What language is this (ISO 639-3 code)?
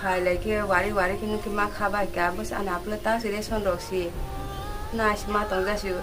trp